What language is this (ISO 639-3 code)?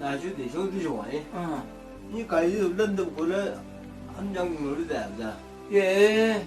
nbc